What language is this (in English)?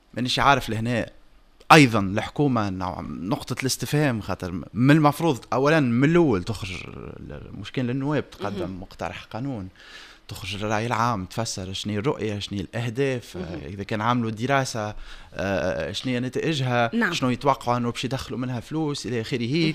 Tunisian Arabic